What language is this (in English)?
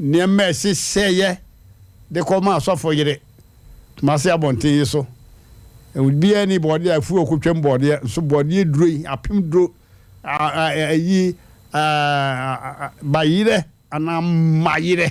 Akan